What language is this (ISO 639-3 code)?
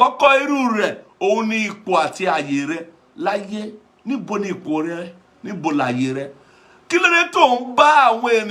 yor